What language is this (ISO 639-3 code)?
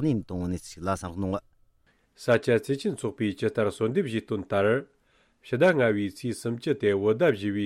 bod